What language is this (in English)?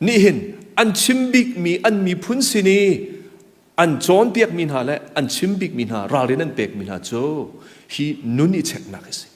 Hakha Chin